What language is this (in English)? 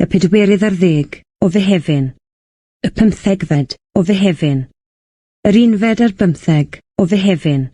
Welsh